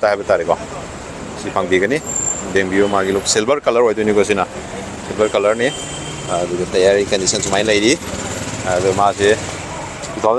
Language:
Manipuri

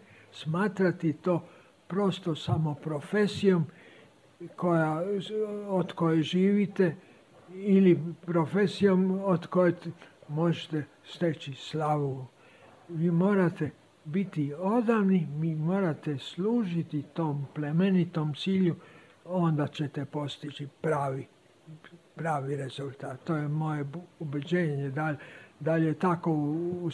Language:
Serbian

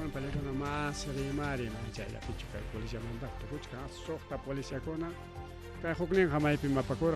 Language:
Ayacucho Quechua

